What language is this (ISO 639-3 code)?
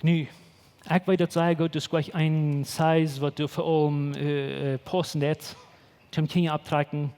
pdt